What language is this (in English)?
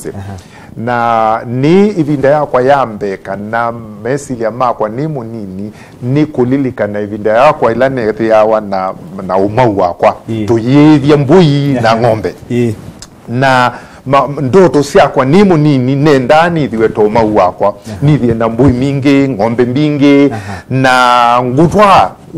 Kamba